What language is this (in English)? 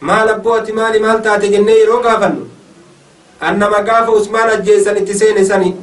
Oromo